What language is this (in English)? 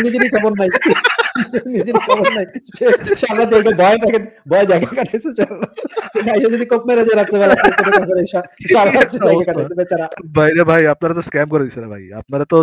Bangla